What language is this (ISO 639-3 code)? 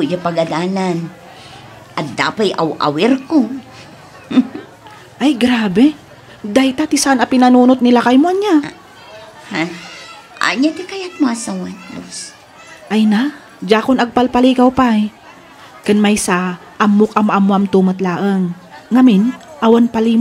ilo